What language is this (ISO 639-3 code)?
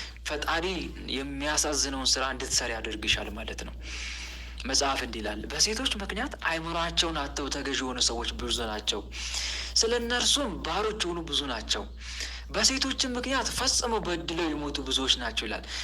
amh